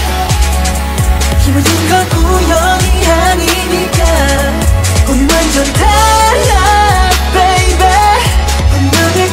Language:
Korean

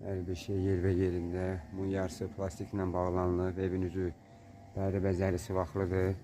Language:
Azerbaijani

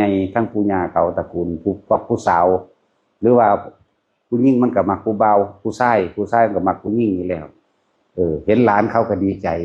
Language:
Northeastern Thai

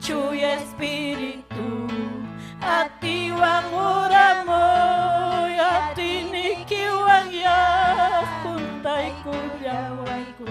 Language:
Ayacucho Quechua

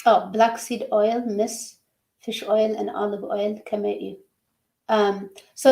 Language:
Tigrinya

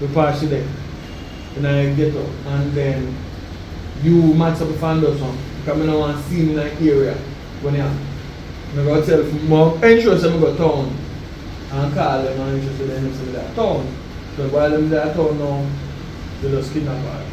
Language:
Jamaican Creole English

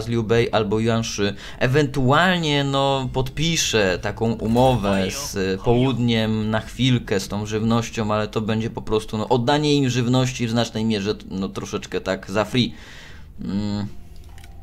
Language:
Polish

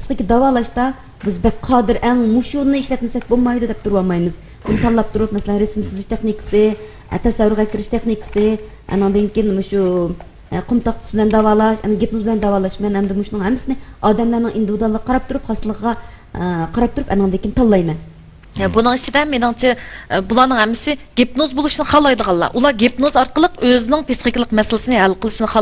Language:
Uyghur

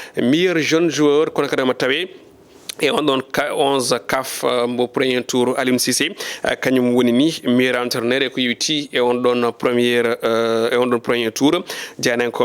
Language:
Fula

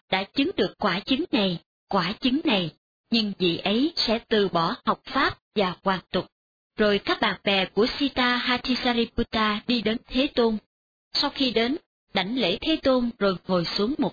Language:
Vietnamese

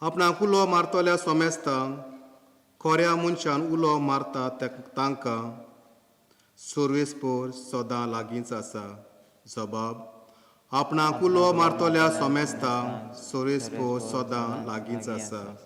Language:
Konkani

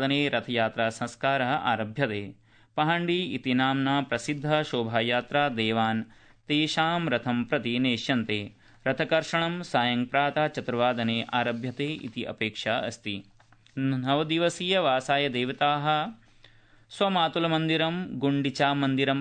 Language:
Sanskrit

